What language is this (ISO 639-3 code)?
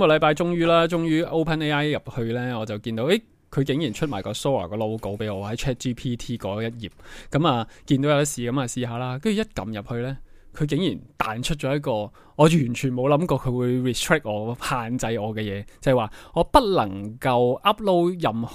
yue